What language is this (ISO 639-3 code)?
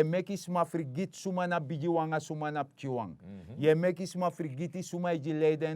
srn